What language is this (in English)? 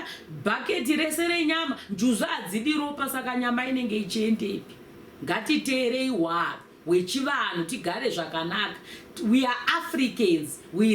Shona